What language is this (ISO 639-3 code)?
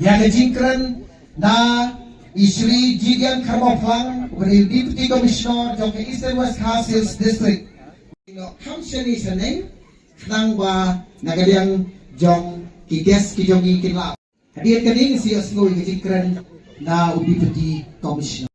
kha